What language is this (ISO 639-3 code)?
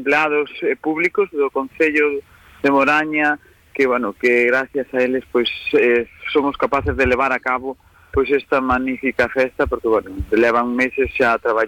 glg